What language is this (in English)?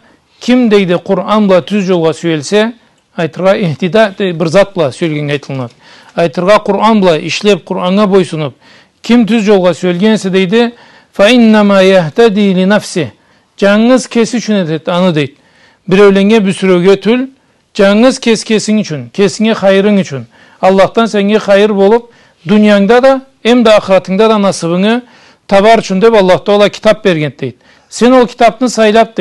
Karachay-Balkar